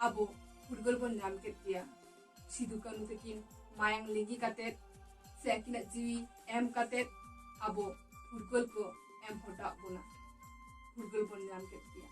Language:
Santali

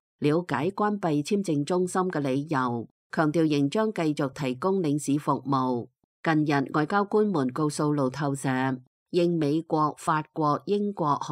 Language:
Cantonese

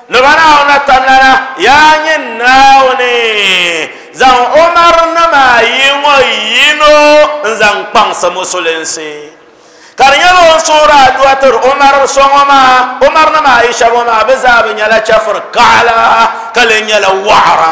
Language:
Dagbani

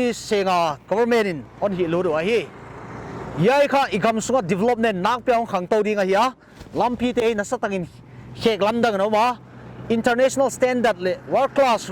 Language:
Paite Chin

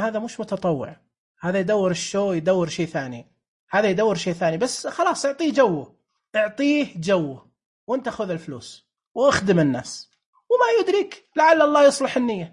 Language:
Najdi Arabic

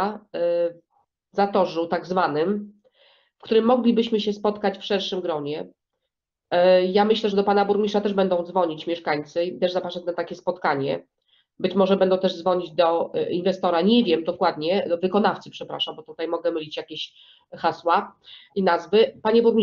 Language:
Polish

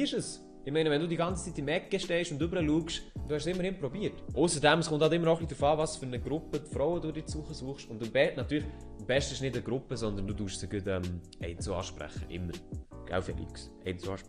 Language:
Swiss German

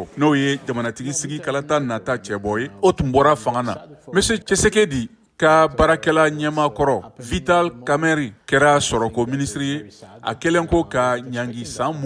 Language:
Bambara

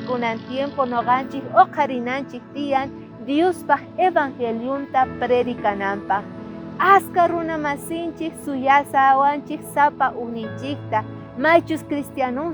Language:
South Bolivian Quechua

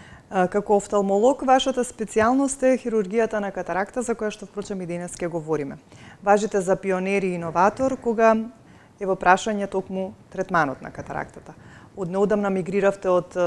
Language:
Macedonian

